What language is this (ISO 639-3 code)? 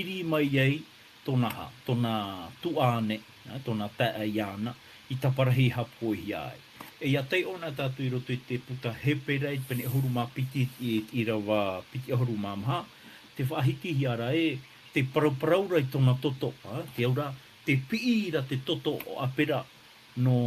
tah